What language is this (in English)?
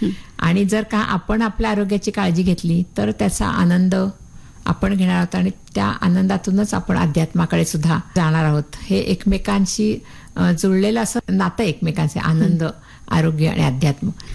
Marathi